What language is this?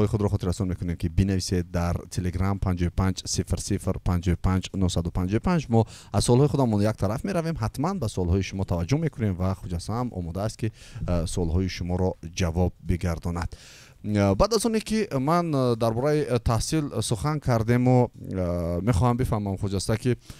Tajik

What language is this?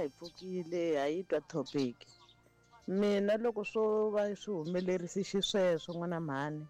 Tsonga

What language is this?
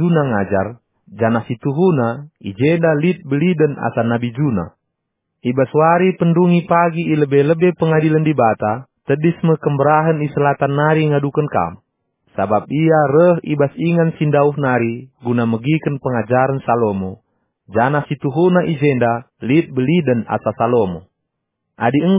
Batak Karo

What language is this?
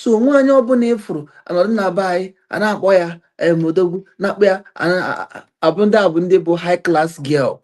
Igbo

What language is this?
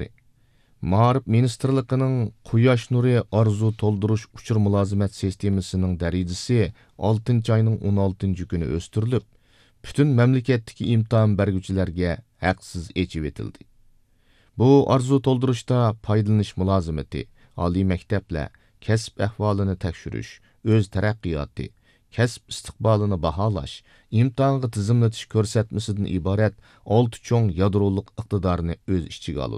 Uyghur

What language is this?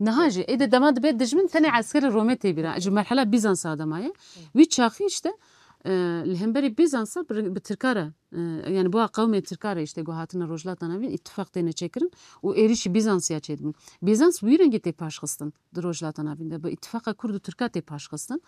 Kurdish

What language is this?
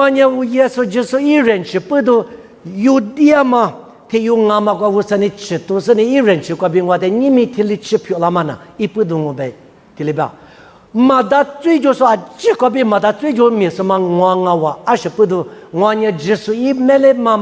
Lisu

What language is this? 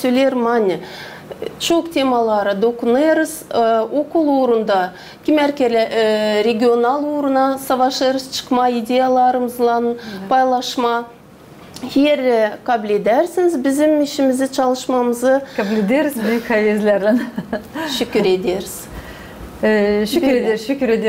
Gagauz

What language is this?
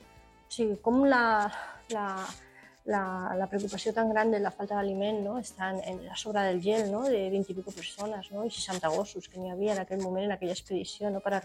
Catalan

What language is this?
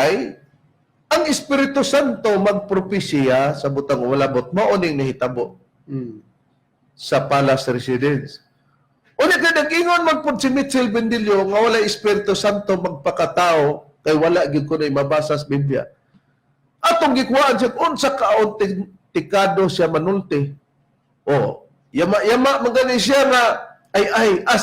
Cebuano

